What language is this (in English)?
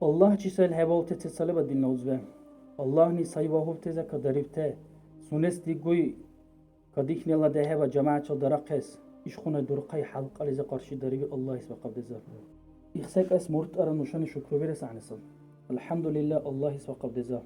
Dargwa